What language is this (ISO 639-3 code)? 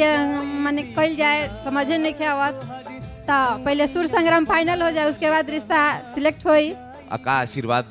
bho